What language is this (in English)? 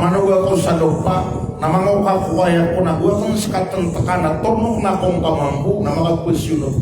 Maranao